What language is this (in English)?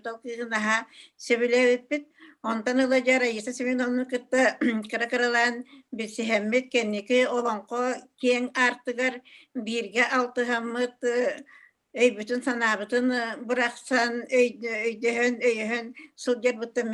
Yakut